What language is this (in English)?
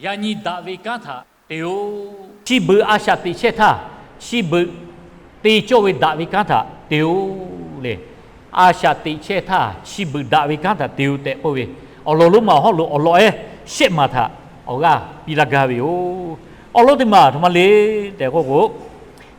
Lahu